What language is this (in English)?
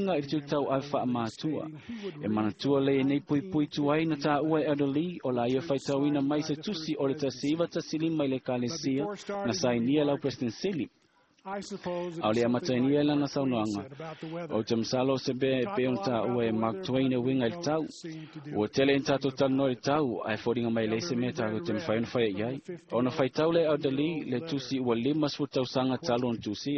Samoan